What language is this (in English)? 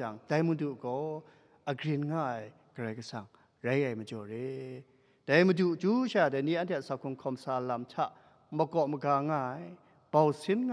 Kachin